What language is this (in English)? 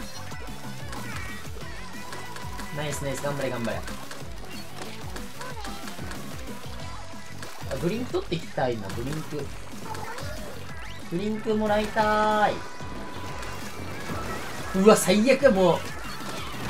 Japanese